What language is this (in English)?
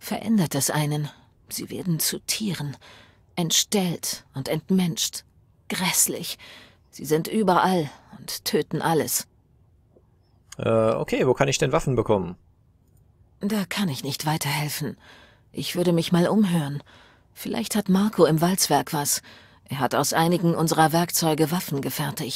German